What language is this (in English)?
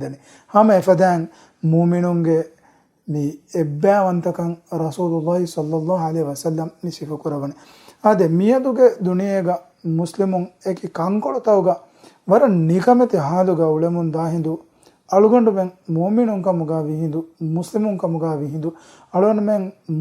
Divehi